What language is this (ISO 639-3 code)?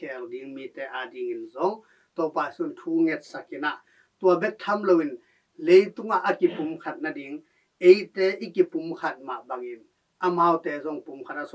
ctd